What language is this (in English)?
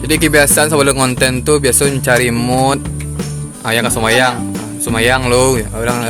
Minangkabau